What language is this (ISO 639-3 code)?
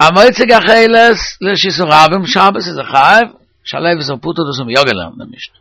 yid